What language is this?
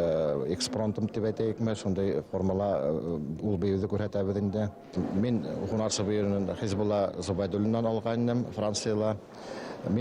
Bashkir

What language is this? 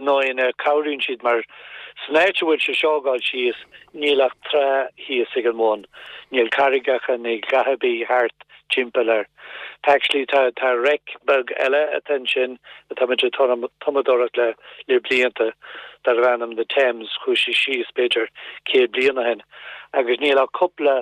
Irish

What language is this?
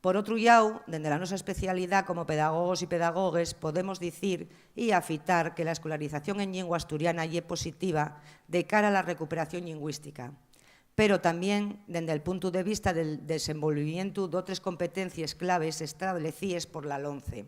Asturian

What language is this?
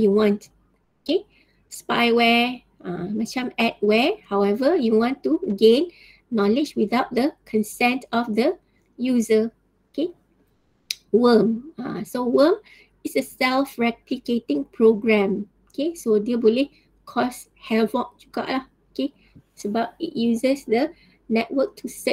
Malay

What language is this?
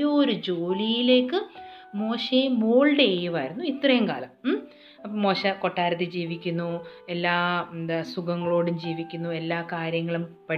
Malayalam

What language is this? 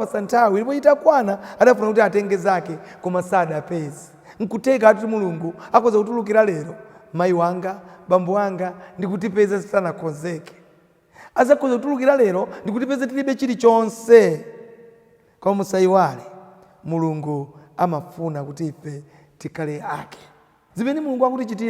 Nyanja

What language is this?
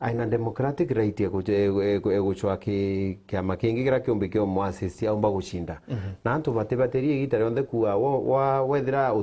Meru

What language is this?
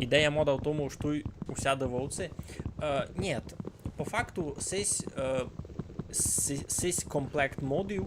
Rusyn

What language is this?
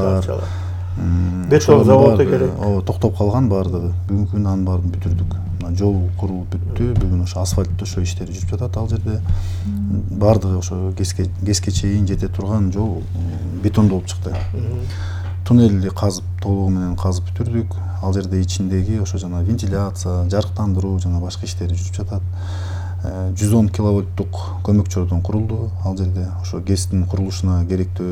Kyrgyz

